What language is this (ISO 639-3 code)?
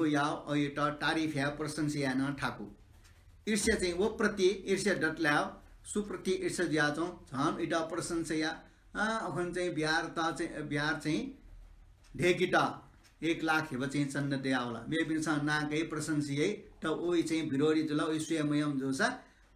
new